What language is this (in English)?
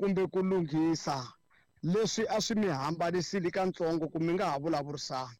Tsonga